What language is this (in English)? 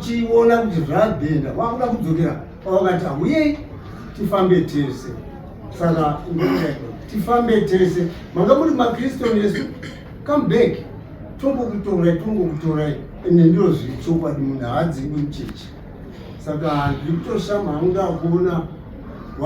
Shona